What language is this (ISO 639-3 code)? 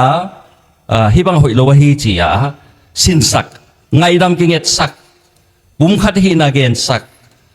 ctd